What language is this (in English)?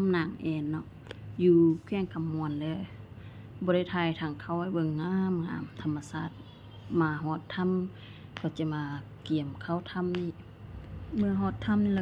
Lao